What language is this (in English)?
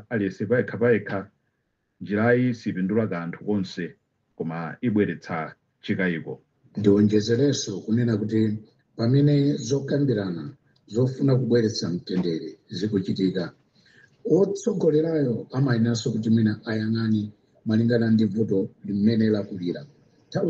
Nyanja